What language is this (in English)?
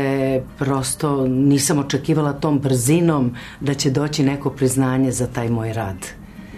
Serbian